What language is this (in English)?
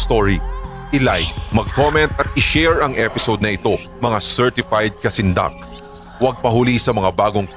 Filipino